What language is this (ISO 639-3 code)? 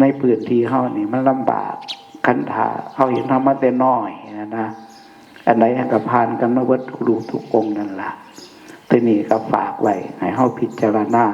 tts